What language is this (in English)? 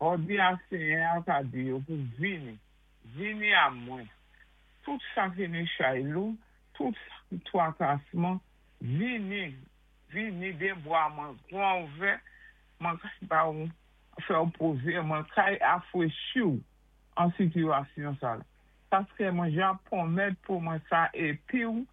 Saint Lucian Creole French